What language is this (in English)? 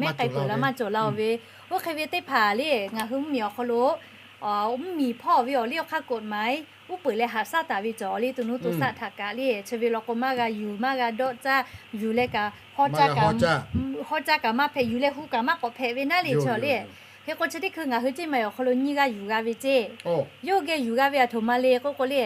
Lahu